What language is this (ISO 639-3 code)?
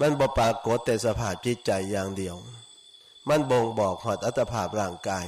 tts